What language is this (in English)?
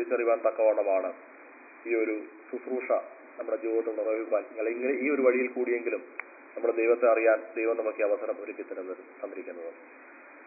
Malayalam